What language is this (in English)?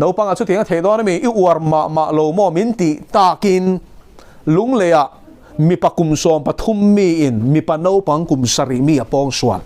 Mizo